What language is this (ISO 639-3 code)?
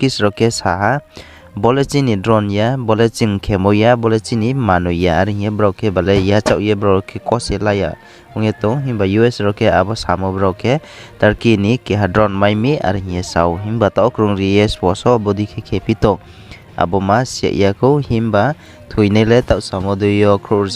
ria